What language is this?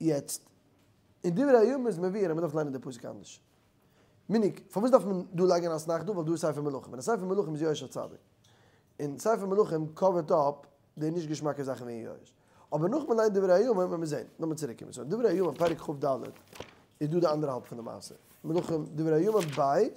Yiddish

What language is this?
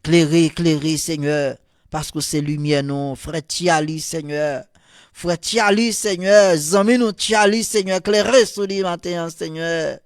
Haitian Creole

